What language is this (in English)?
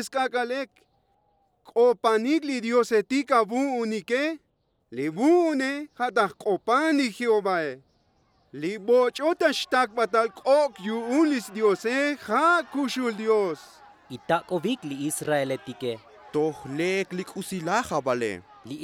Tzotzil